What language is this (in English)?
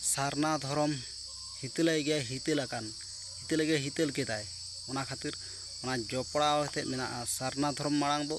Santali